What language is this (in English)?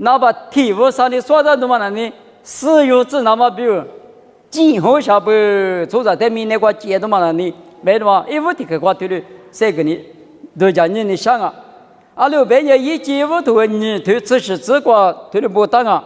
Lisu